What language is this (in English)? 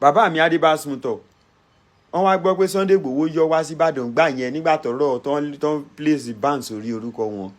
Yoruba